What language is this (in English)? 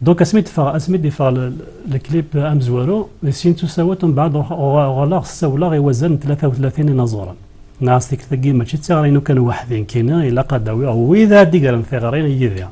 Kabyle